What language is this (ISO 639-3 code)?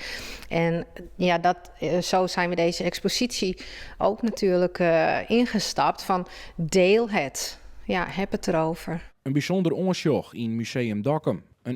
fry